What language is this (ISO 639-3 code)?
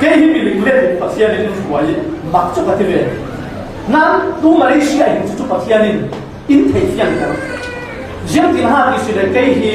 cfm